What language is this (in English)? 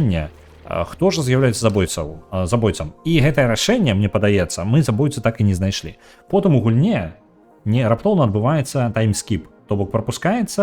Belarusian